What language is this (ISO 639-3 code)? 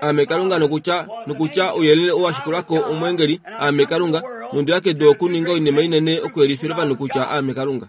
kua